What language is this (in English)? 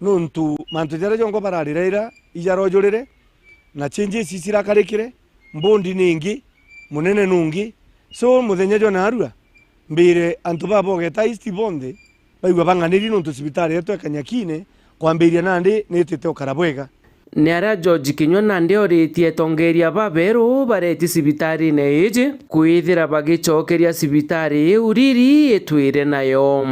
Meru